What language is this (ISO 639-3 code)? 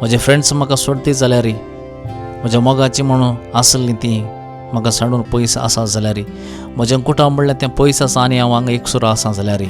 kok